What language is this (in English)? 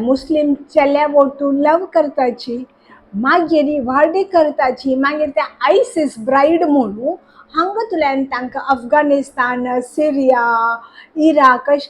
Konkani